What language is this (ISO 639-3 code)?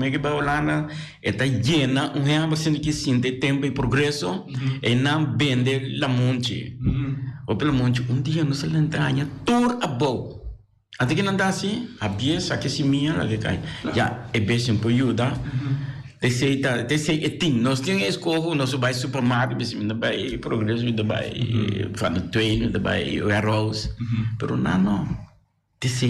pap